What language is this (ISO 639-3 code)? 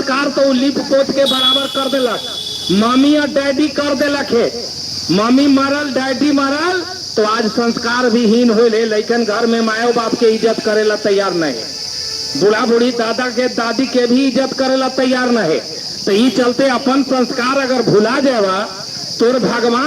mag